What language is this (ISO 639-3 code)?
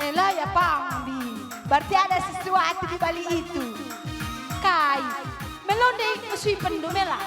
btx